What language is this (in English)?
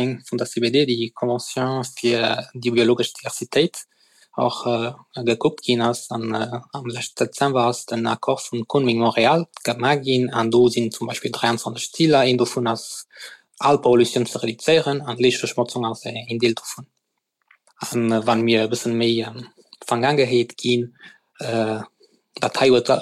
Luxembourgish